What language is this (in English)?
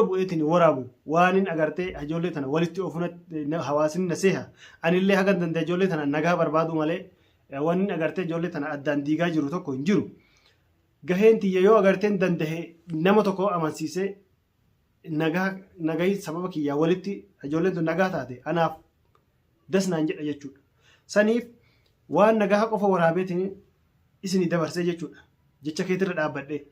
Oromo